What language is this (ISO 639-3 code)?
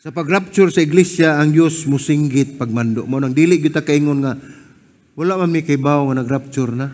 ceb